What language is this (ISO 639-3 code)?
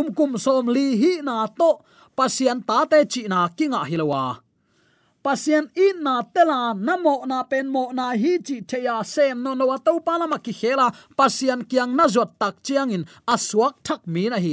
ctd